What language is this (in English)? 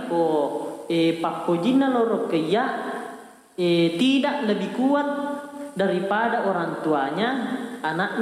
Buginese